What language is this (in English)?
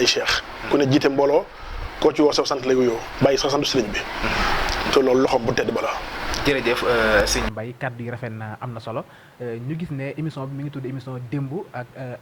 Wolof